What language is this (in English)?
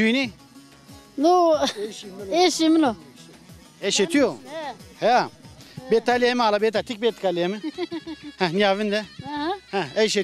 Zaza